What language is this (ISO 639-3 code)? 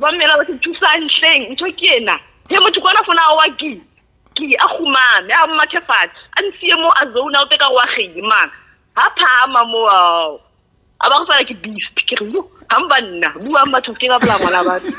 sot